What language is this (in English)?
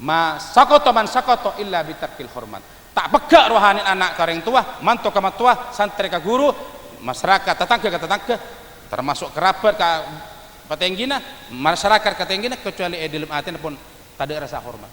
Madurese